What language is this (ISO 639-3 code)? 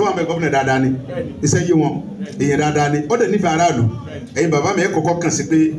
yor